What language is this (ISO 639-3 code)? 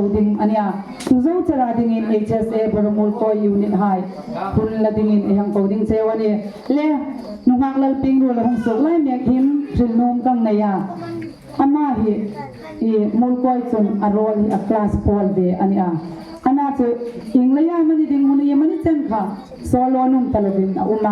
hmr